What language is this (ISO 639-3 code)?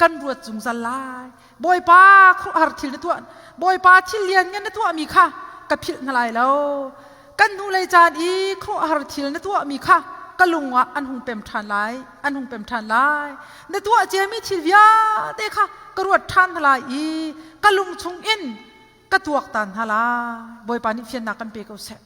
cnh